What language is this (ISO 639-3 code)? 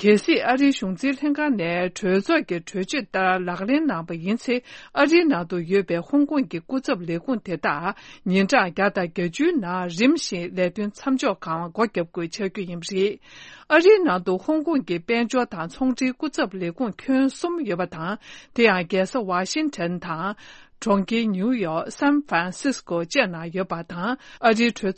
bod